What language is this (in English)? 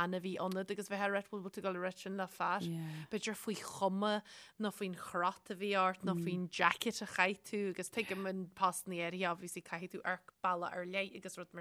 Irish